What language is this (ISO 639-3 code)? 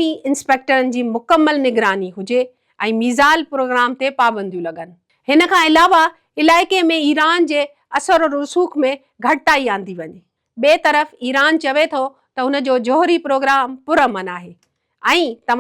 snd